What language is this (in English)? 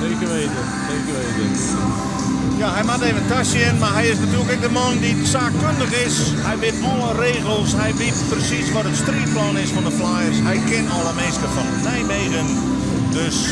Western Frisian